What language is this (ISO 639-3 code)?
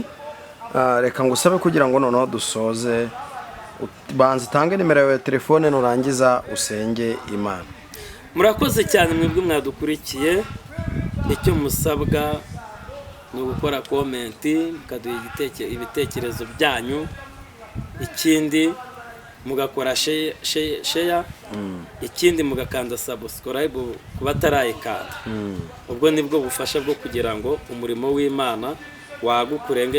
kin